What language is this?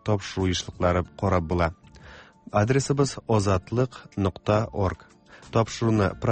Tatar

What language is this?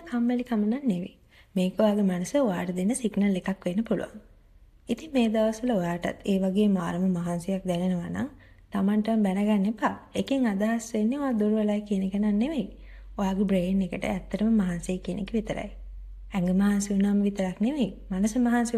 Sinhala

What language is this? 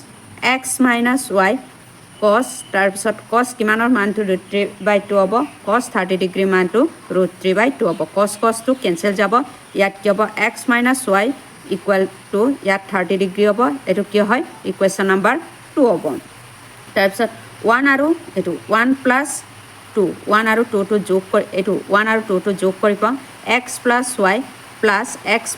Assamese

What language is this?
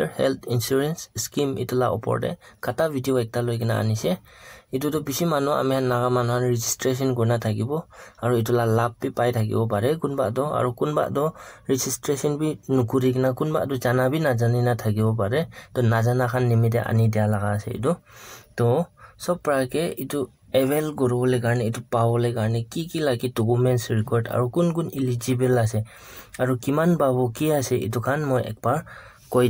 Naga Pidgin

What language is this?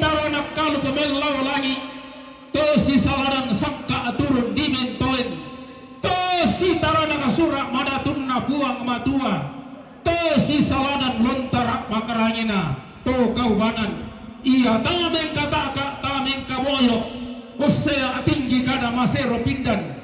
Toraja-Sa'dan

